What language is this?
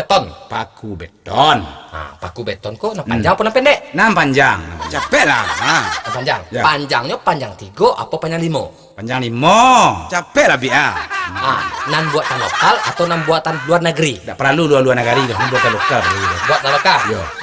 Minangkabau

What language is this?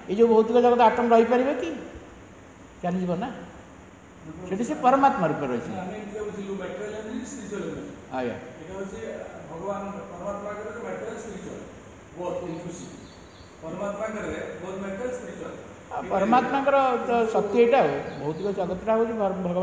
Odia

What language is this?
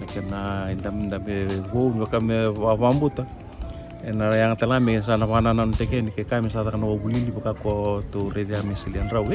Fijian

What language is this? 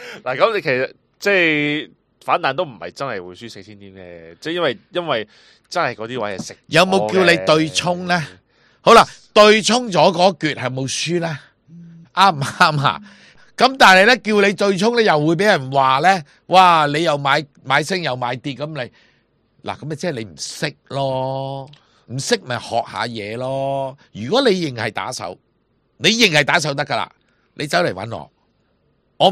Cantonese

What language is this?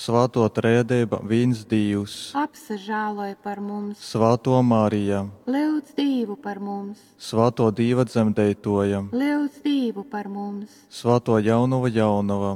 Latgalian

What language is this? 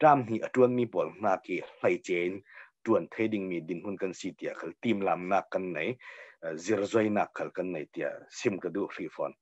Hakha Chin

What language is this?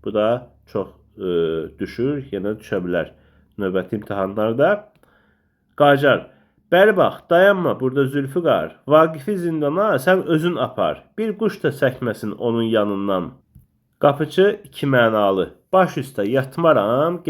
Azerbaijani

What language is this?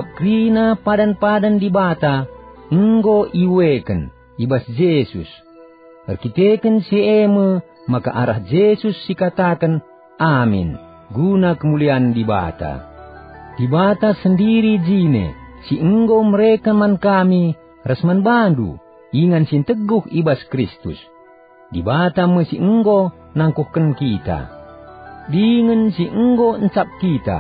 Batak Karo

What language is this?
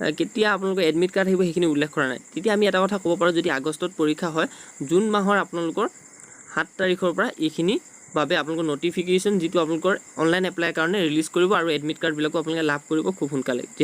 Assamese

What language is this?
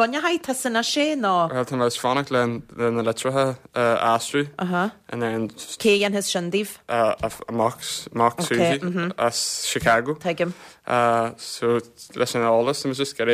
Irish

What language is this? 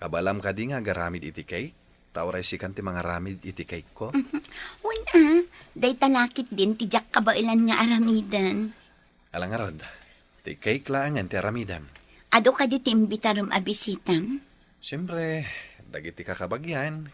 Iloko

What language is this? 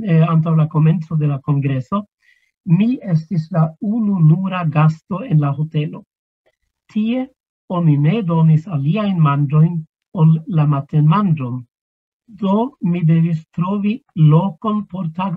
Esperanto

